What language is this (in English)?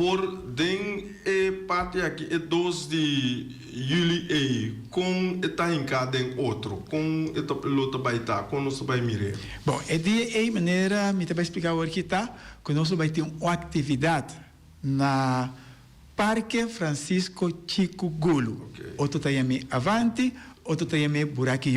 Papiamento